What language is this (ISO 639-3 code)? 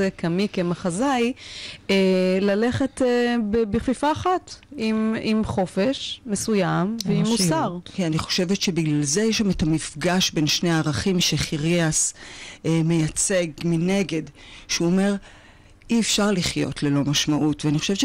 heb